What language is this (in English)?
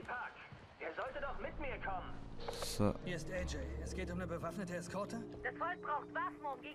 Swiss German